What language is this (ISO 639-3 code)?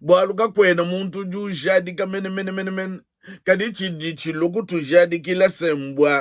lua